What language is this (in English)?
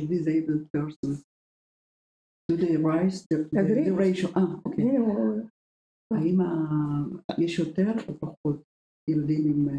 Romanian